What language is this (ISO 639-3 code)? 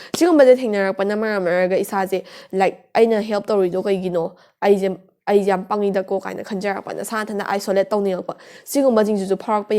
mni